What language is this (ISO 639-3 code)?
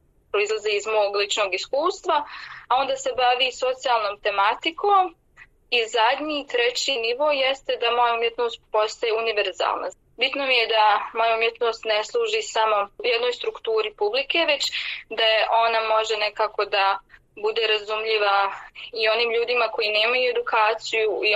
bos